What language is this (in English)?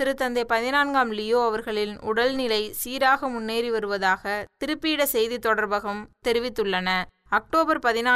Tamil